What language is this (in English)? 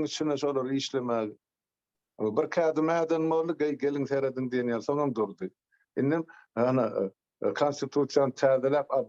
Turkmen